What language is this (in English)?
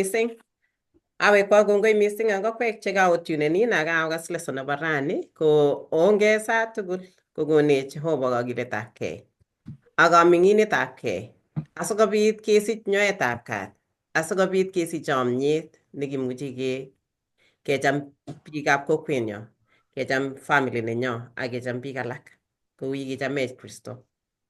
Kalenjin